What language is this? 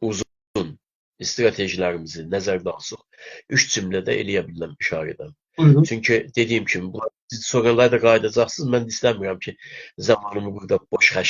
South Azerbaijani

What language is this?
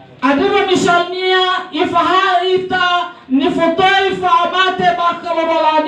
Nias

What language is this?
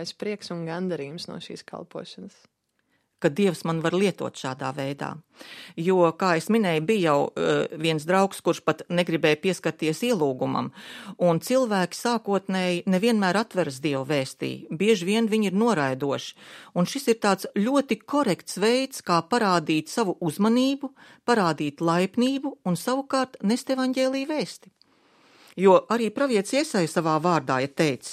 Latvian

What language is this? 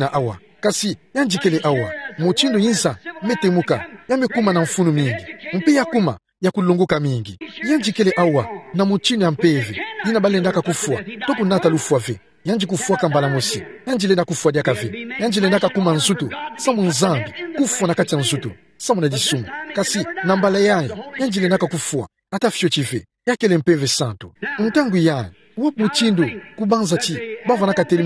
Kituba (Democratic Republic of Congo)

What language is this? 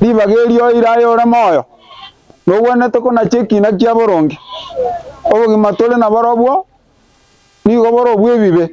Gusii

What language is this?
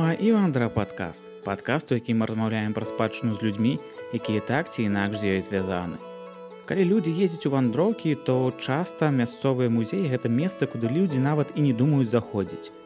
Belarusian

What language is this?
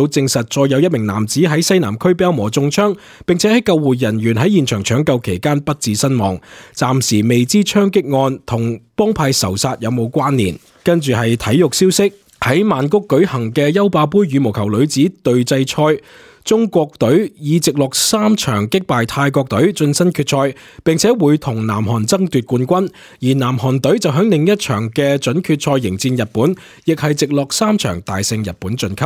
Cantonese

